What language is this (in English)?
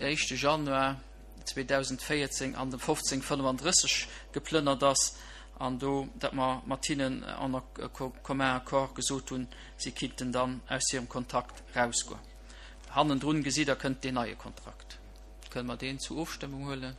Luxembourgish